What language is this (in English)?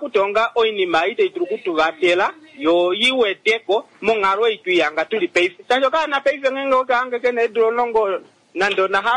Kuanyama